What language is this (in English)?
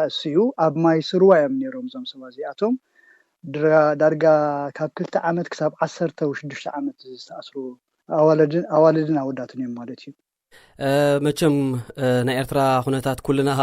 Tigrinya